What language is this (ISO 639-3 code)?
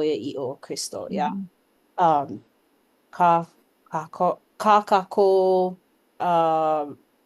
haw